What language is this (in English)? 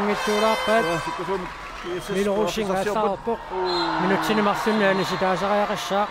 Kalaallisut